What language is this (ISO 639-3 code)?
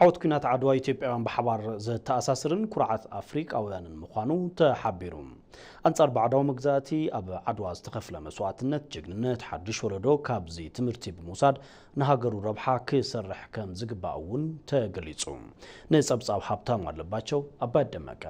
tir